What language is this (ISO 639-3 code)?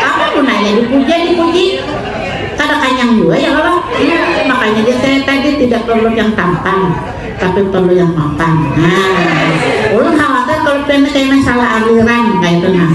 bjn